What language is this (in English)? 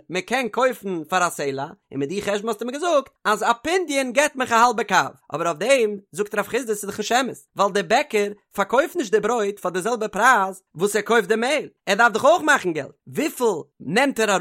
Yiddish